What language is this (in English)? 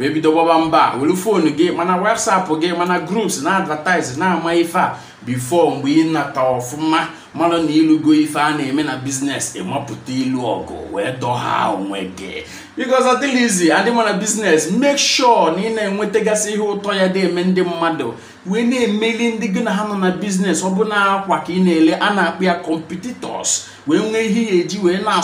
Igbo